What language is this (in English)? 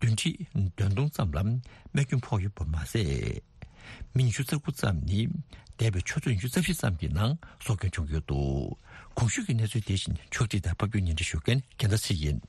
Tibetan